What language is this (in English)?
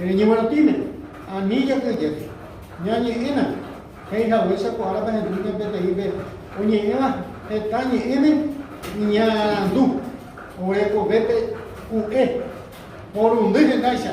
Guarani